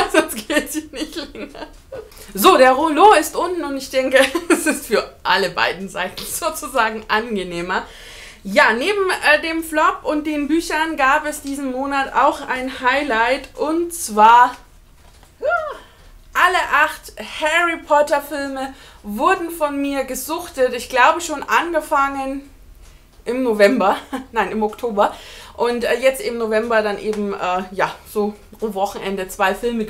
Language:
German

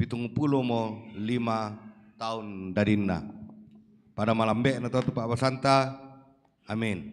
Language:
Toraja-Sa'dan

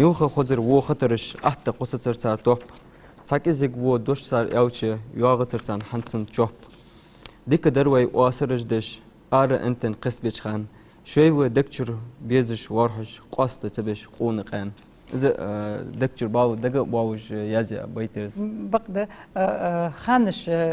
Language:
Ingush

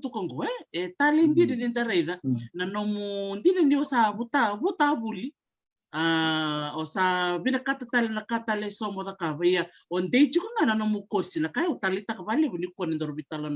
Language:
Fijian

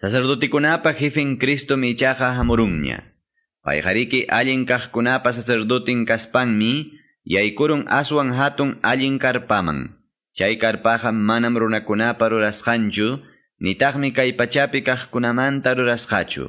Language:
Quechua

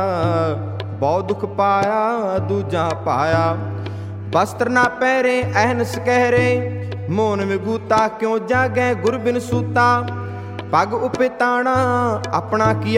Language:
Punjabi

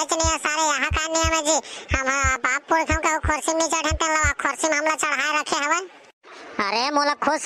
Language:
Chhattisgarhi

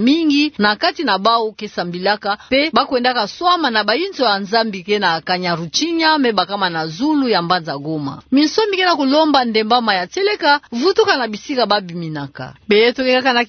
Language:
Kituba (Democratic Republic of Congo)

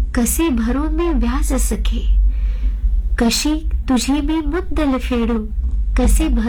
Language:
Marathi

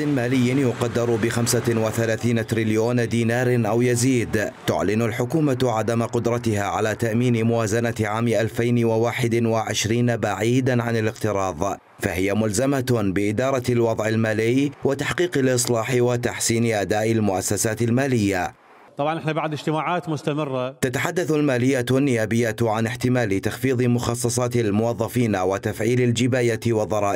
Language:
Mesopotamian Arabic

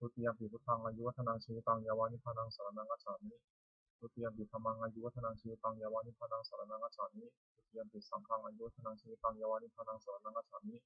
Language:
Pali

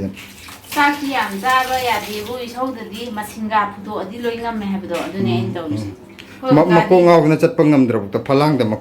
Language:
Manipuri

